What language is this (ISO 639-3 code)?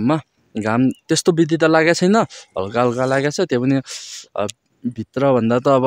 nep